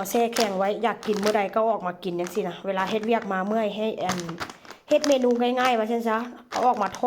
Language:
Northeastern Thai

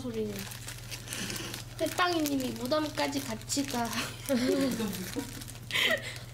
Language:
Korean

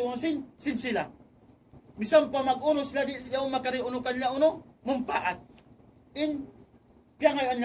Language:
Tausug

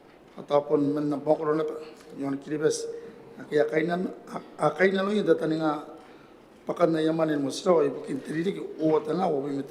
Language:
Gilbertese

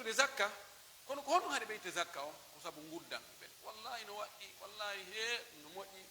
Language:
Pular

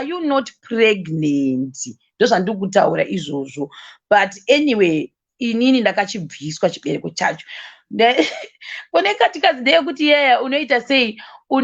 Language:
Shona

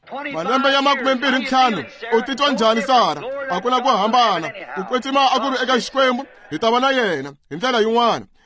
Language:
Tsonga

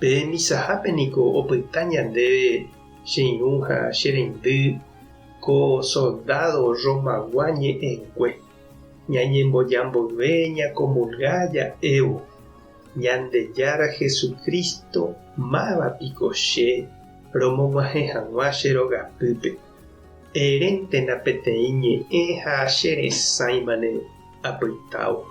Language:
Guarani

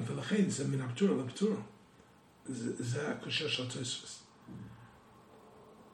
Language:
Hebrew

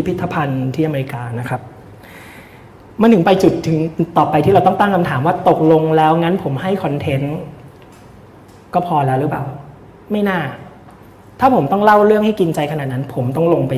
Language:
Thai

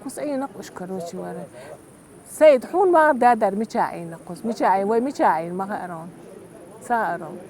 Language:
Chechen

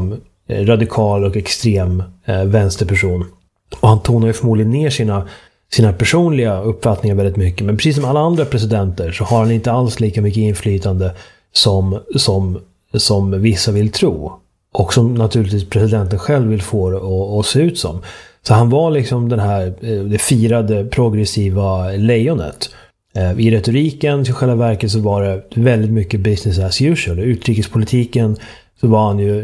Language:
Swedish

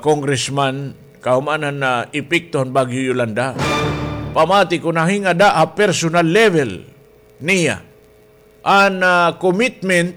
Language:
Waray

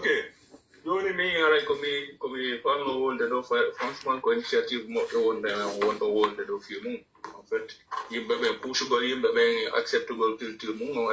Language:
Pular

